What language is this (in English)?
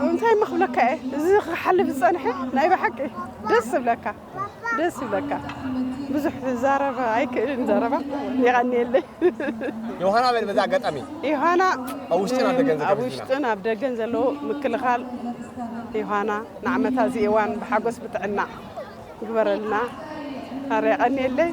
Tigrinya